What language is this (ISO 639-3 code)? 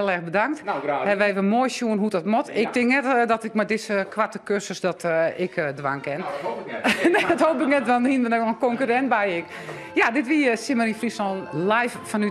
fry